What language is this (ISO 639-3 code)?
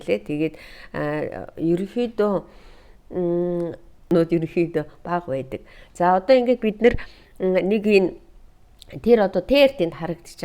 mon